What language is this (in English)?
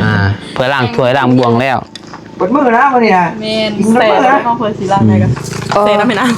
Northeastern Thai